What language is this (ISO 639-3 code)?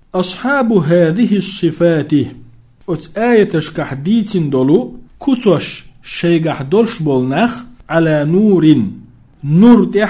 che